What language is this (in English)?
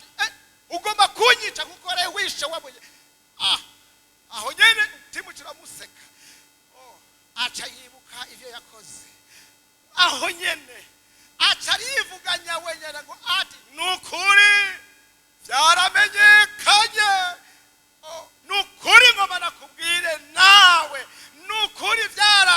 Rundi